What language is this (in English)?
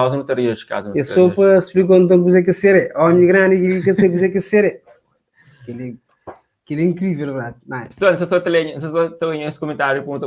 Kabuverdianu